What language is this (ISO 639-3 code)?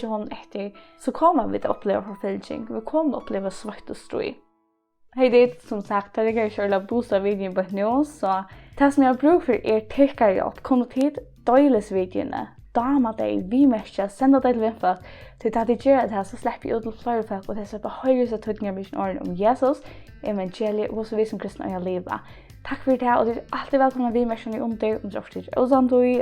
fao